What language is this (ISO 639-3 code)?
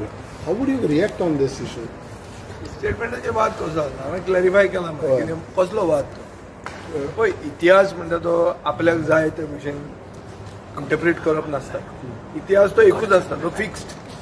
kok